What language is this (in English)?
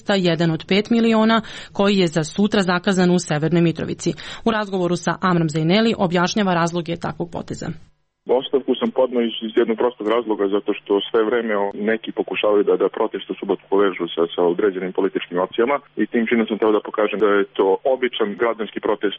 Serbian